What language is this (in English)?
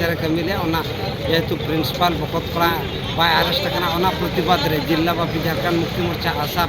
Santali